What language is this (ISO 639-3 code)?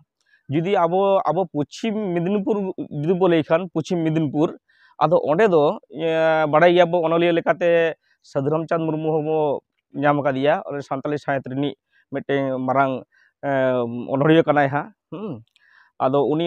sat